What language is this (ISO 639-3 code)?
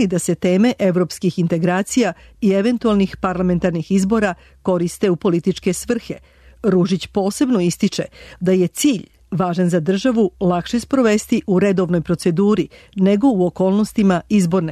srp